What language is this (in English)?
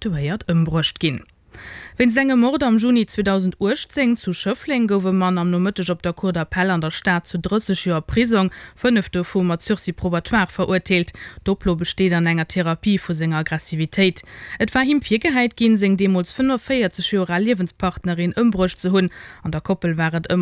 Luxembourgish